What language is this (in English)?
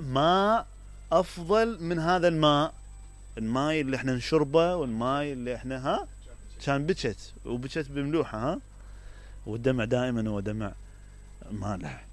Mesopotamian Arabic